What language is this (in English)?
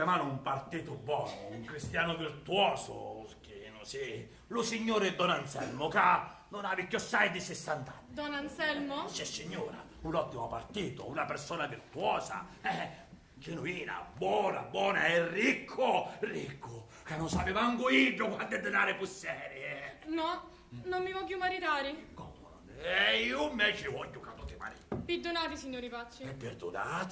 Sicilian